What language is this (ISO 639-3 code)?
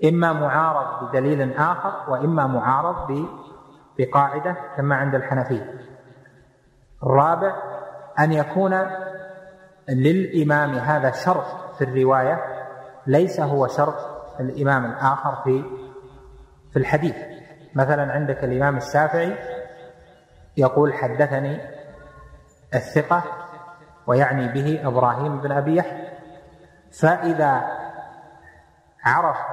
ara